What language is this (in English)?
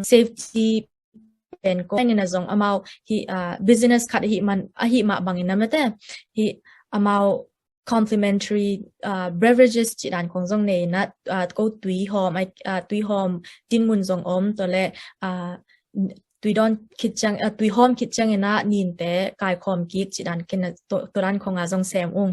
Tedim Chin